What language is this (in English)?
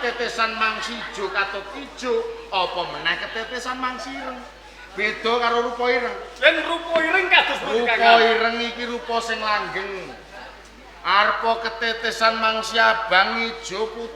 Javanese